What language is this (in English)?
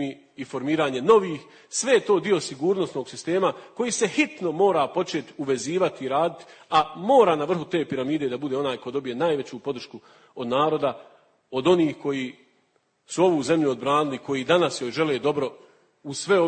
Bosnian